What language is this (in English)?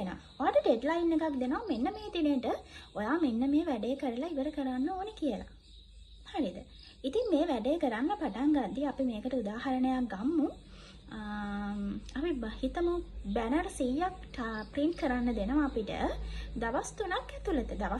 Sinhala